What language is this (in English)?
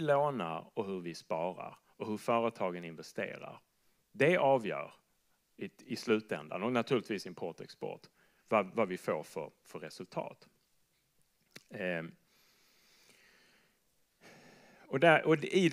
Swedish